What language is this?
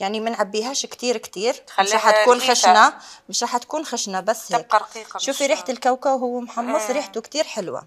Algerian Arabic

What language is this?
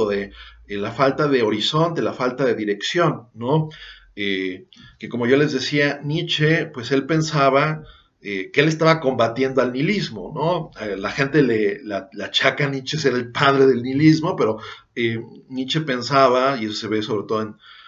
Spanish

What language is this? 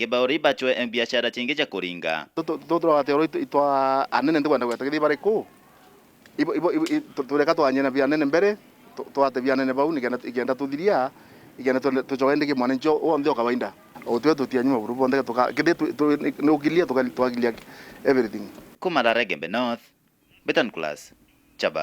Meru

